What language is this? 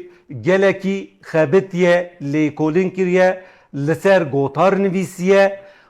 Kurdish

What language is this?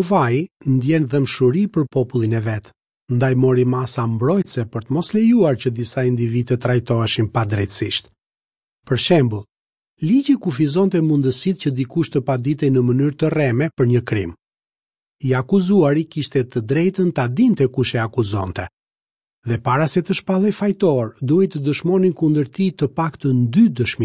Albanian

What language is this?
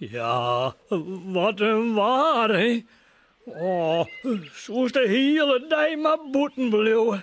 Western Frisian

